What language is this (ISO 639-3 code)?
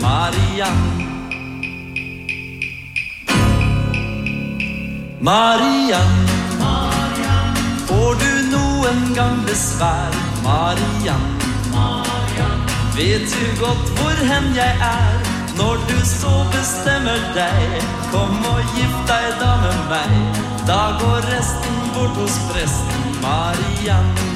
nor